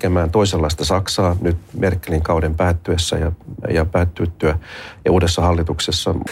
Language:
Finnish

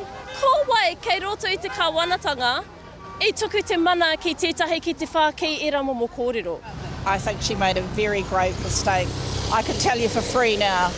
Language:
Māori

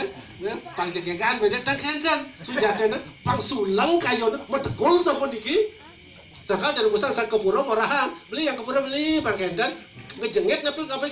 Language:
Balinese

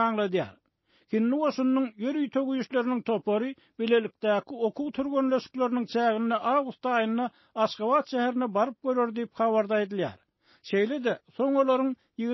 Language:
Turkmen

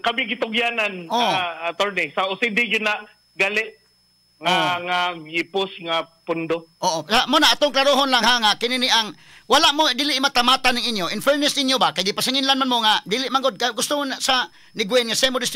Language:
Cebuano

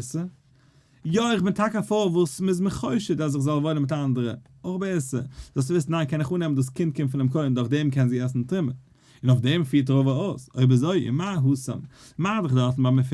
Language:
Yiddish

